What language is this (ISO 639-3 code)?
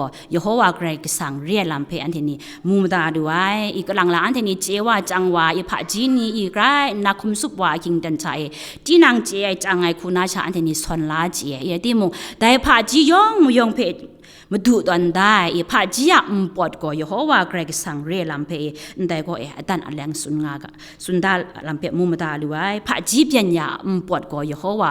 kac